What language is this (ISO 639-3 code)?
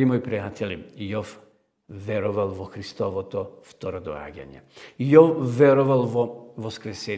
mkd